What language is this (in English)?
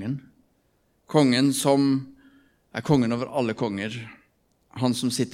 Norwegian